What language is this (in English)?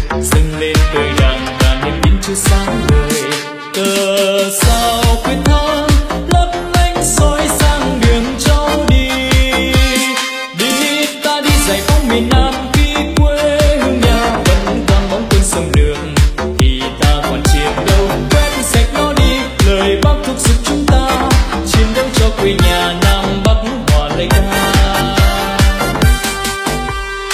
Vietnamese